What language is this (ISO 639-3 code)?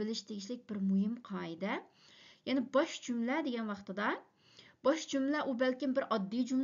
uig